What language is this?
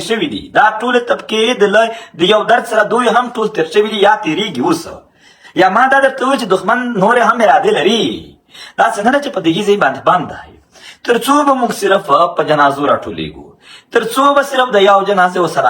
Pashto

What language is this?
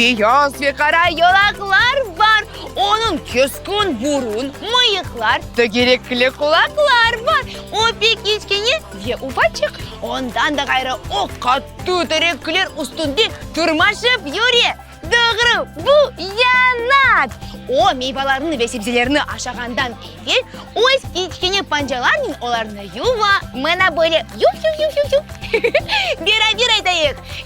Crimean Tatar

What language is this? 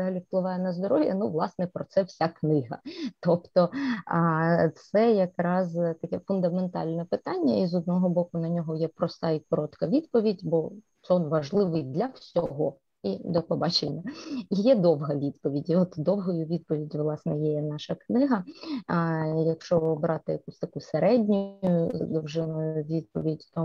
Ukrainian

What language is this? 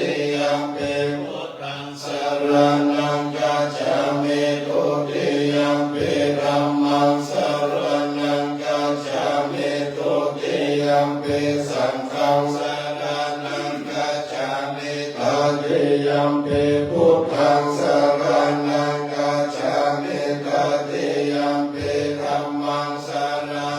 Pali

